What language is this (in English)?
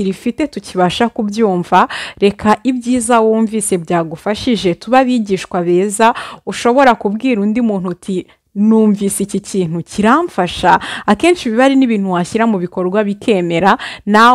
Kinyarwanda